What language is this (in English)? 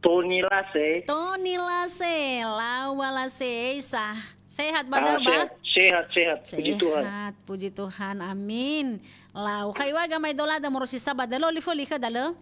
Nias